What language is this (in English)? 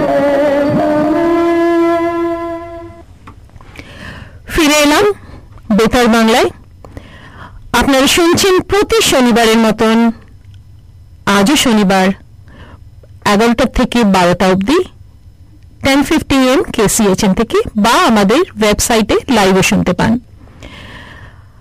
Bangla